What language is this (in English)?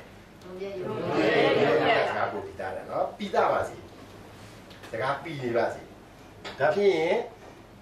Burmese